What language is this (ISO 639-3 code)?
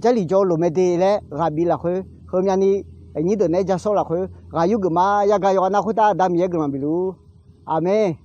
ahk